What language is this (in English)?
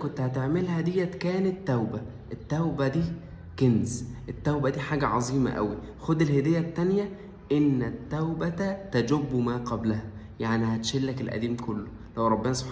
Egyptian Arabic